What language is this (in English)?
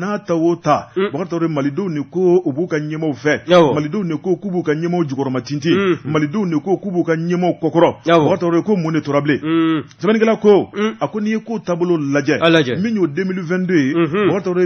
Bambara